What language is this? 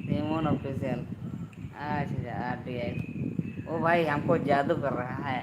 Santali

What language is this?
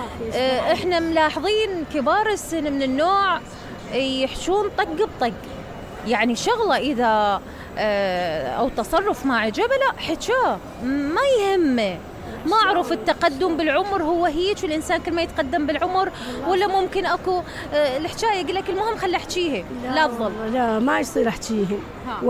Mesopotamian Arabic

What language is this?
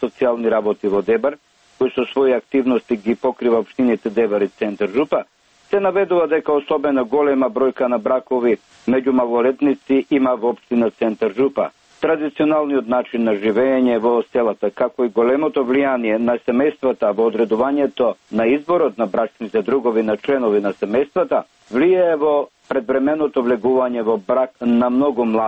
Macedonian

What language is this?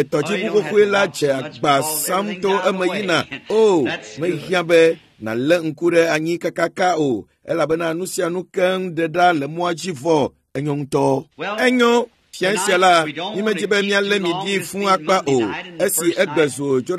Ewe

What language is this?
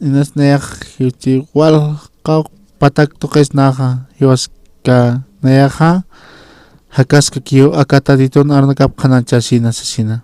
Aymara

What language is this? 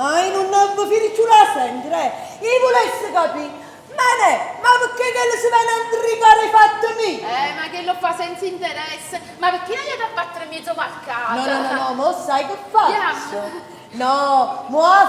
Neapolitan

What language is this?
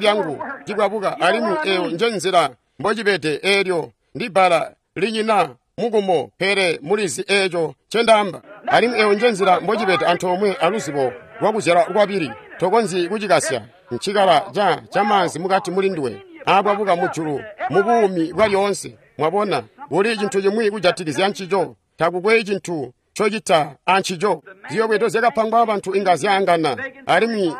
Tonga (Zambia)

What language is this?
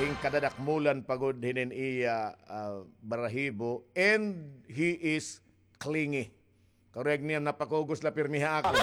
Waray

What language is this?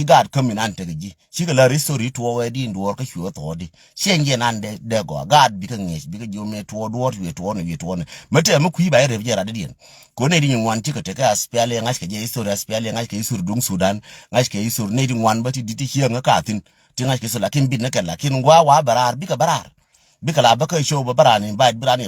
Nuer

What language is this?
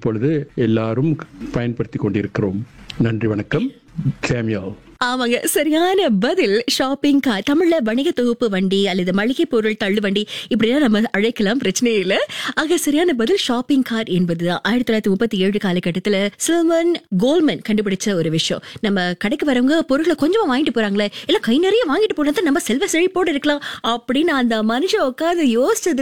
Tamil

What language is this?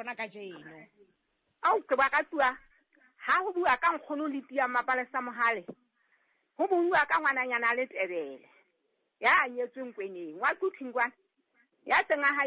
Southern Sotho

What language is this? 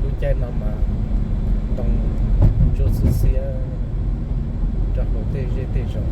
Hmong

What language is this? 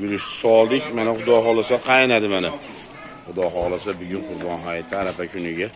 Uzbek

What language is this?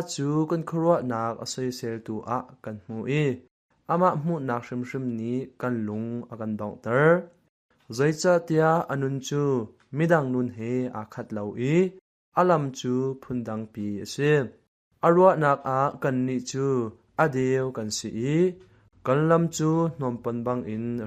Hakha Chin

